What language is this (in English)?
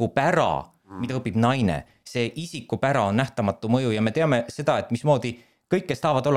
Estonian